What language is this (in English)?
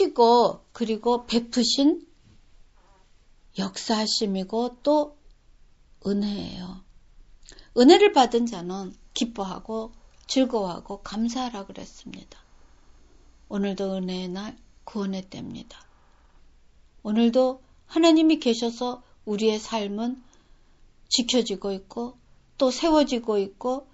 Korean